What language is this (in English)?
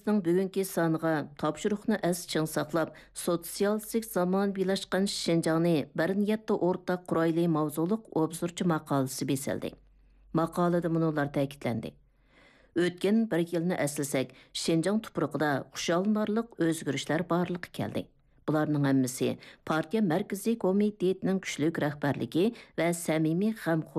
Uyghur